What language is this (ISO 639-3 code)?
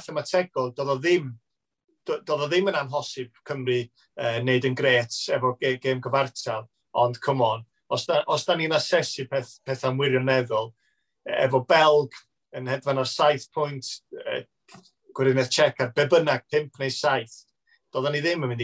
cym